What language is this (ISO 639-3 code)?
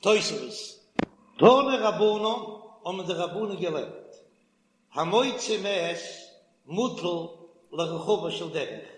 yid